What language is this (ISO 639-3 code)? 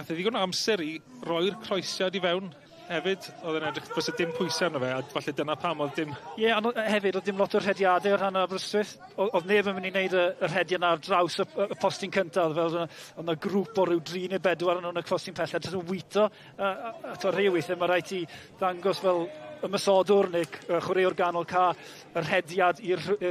cym